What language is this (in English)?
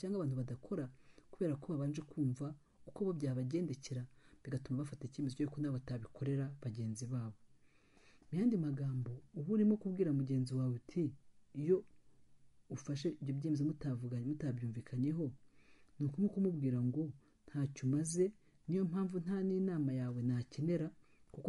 Kinyarwanda